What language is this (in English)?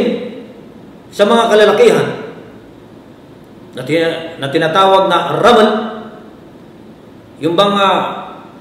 Filipino